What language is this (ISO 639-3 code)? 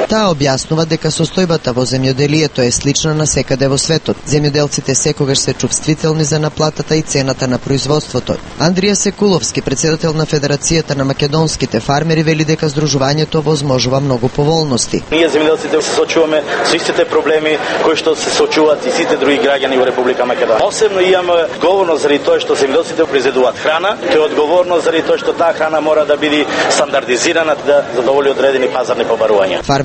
mkd